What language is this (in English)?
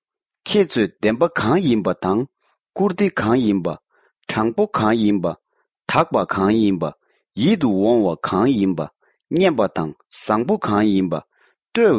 Tibetan